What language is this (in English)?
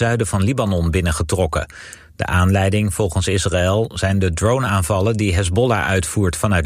Dutch